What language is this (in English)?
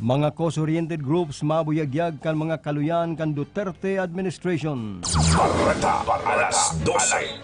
Bikol